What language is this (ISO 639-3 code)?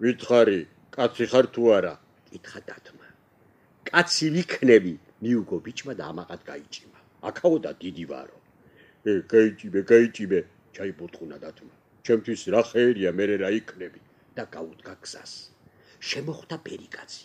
kat